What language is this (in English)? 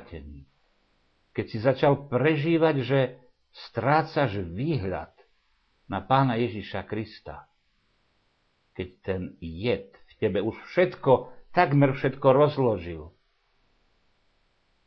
Slovak